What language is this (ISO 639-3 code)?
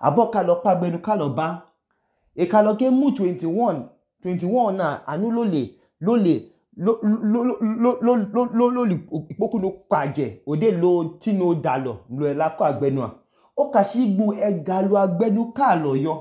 idu